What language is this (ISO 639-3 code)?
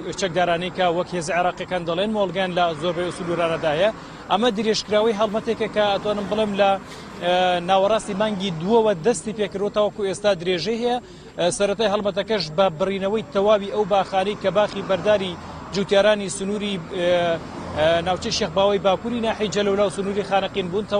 ckb